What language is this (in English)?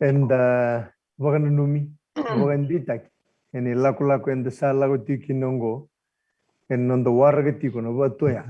Fijian